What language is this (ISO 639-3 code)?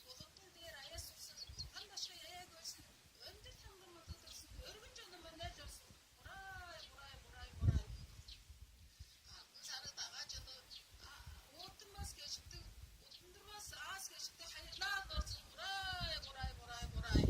tyv